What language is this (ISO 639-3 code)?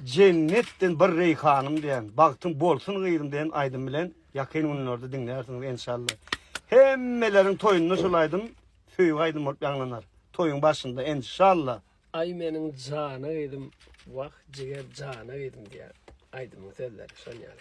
tuk